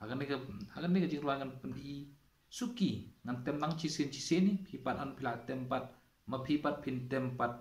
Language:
Khasi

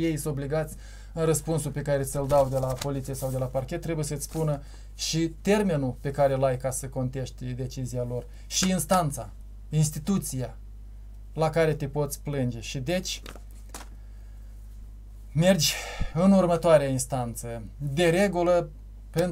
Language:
Romanian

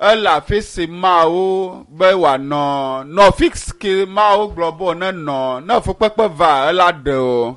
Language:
Ewe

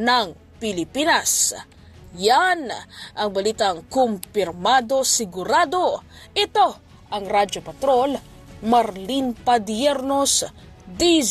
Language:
Filipino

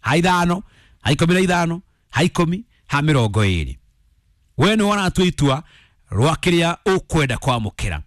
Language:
Kikuyu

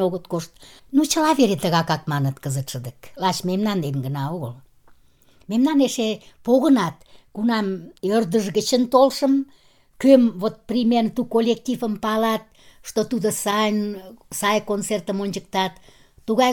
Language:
Mari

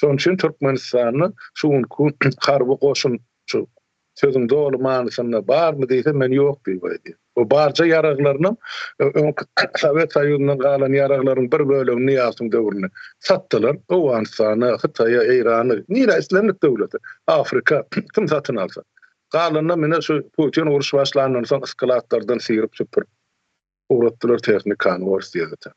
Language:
Turkmen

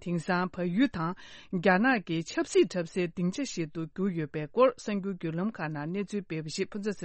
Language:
Tibetan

